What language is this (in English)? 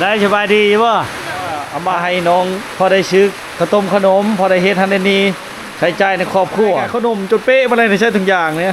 Lao